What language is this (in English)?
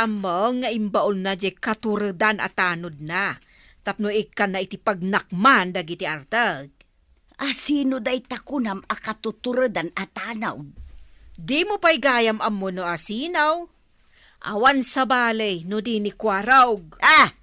Iloko